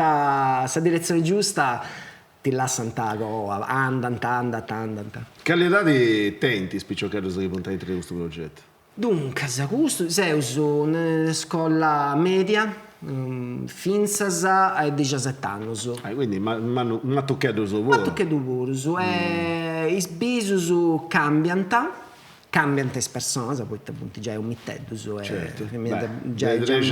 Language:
Sardinian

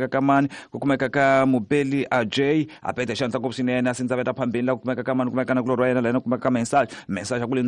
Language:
Tsonga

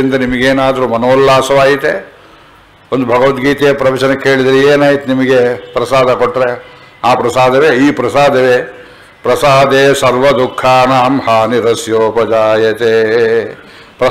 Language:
Kannada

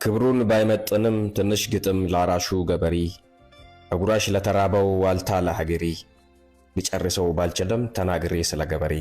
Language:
Amharic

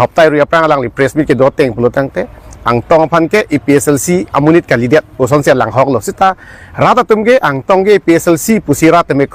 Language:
Karbi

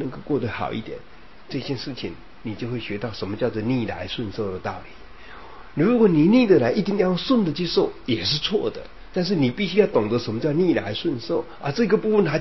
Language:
Chinese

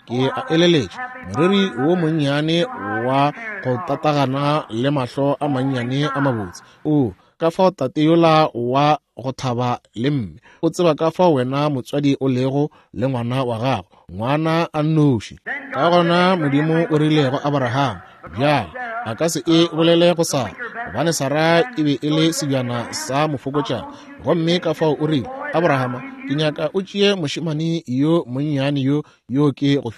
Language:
Northern Sotho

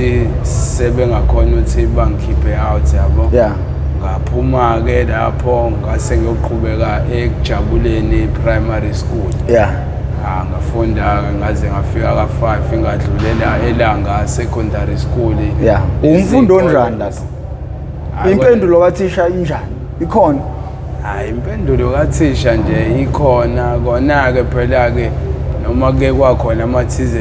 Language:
Zulu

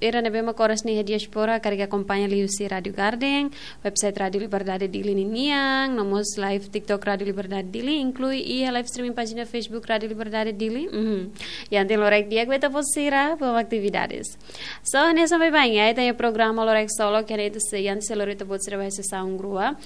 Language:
Tetum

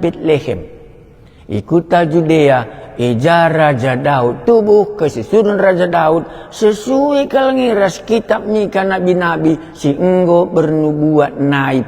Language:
Batak Karo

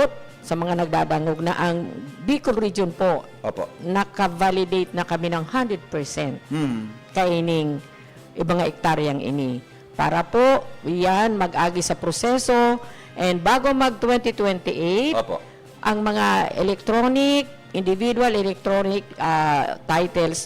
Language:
Bikol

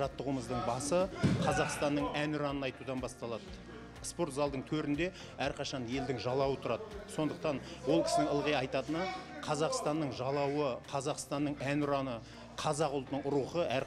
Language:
Kazakh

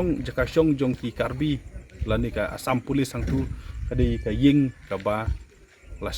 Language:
Khasi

